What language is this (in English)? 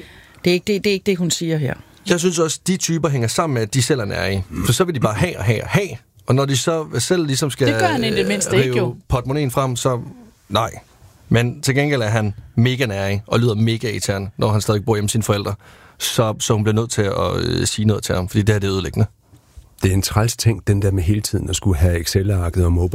Danish